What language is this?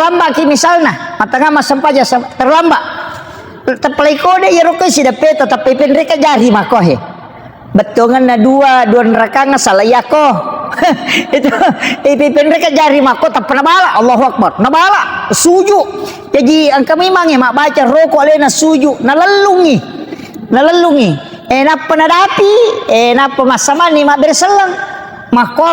Buginese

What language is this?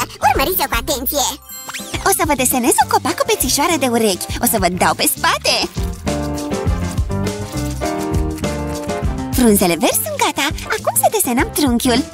Romanian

